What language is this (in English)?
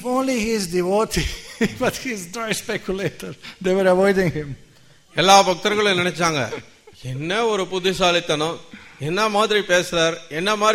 Tamil